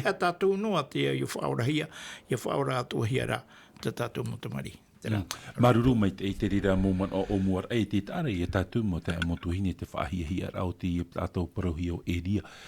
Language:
Tahitian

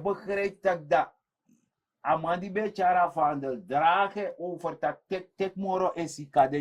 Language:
Sranan Tongo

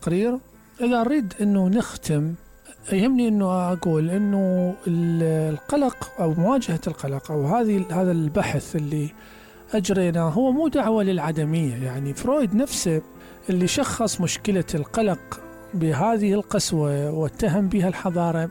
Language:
Mesopotamian Arabic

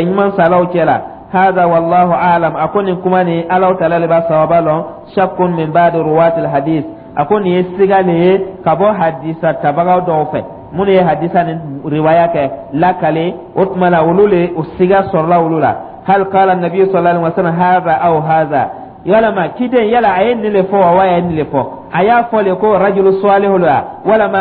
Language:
Dyula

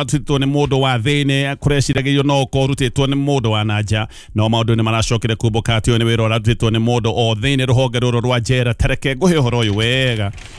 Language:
Kikuyu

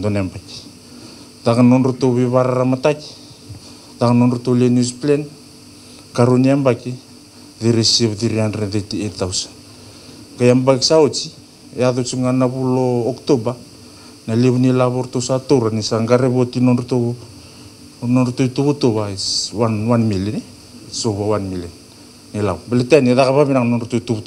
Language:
Fijian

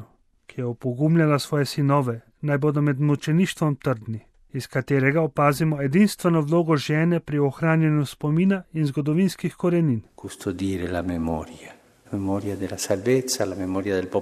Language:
Slovenian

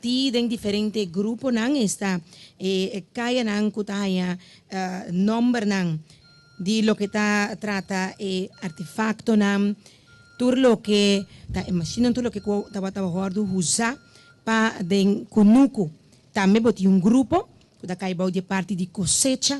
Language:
Papiamento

